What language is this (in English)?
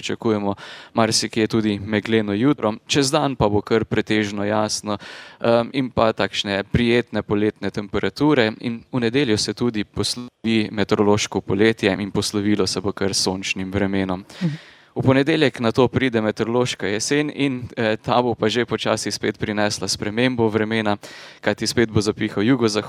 Slovenian